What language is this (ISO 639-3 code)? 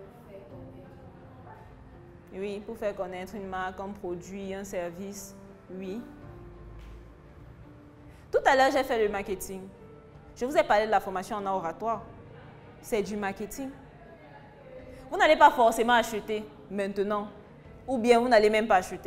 fra